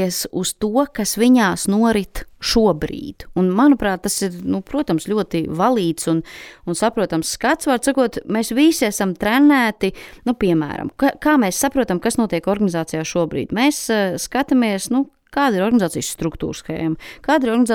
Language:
Latvian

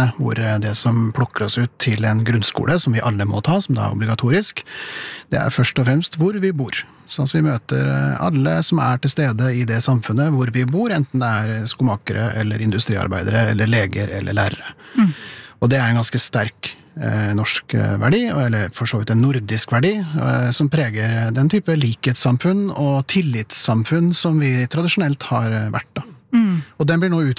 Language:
Norwegian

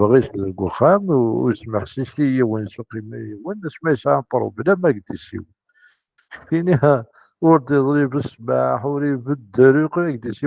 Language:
Kabyle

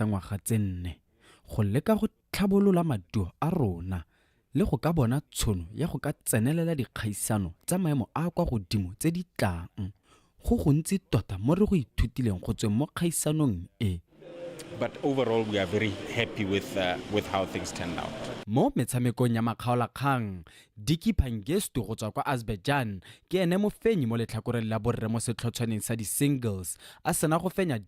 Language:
Tswana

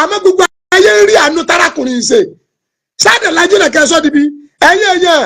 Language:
Yoruba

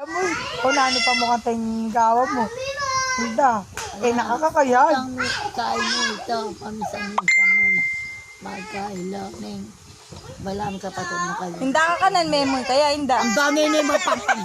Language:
Pampanga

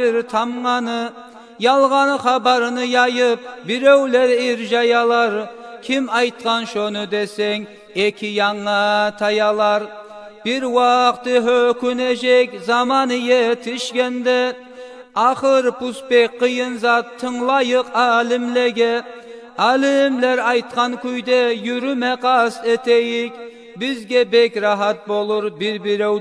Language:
Kumyk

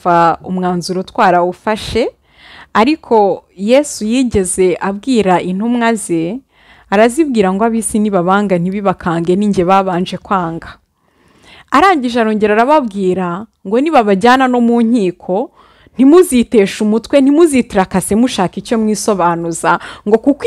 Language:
Kinyarwanda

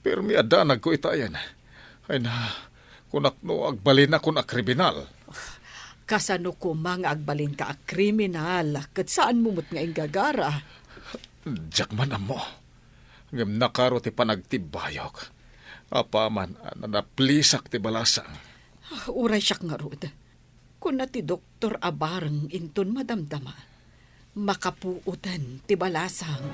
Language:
Iloko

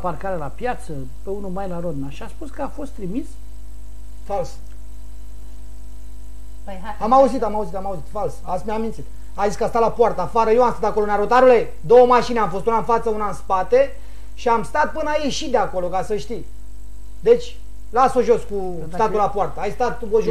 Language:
Romanian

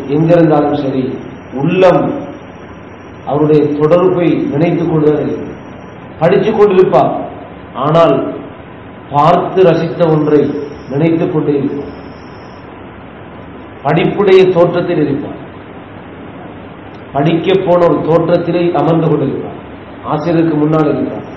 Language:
Tamil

